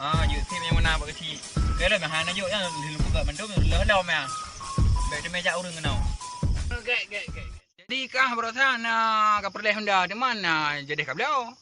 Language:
Achinese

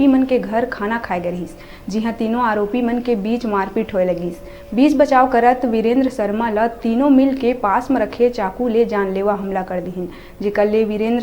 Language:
Chhattisgarhi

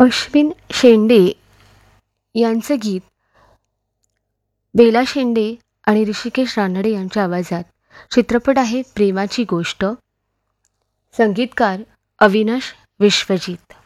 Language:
Marathi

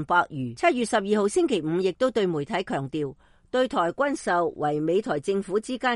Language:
Cantonese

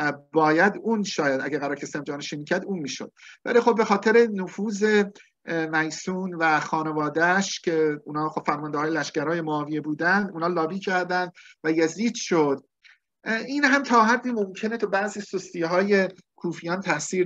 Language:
Persian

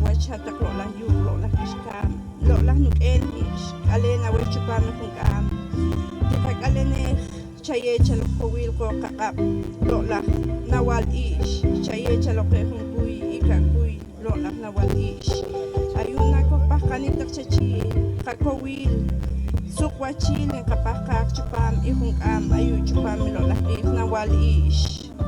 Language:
Poqomchi'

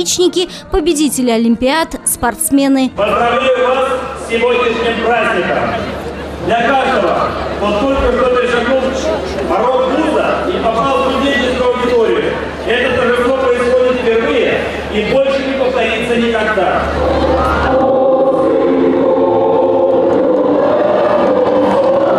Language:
Russian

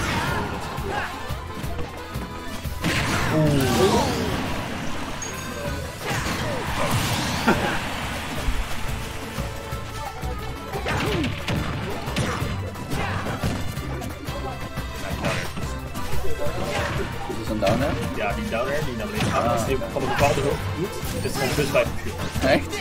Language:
Dutch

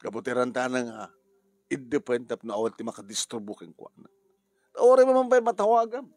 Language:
Iloko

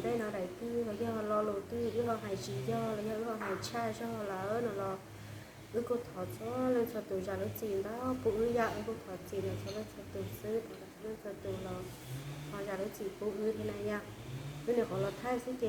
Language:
Hmong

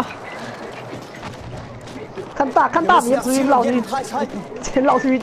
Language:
Chinese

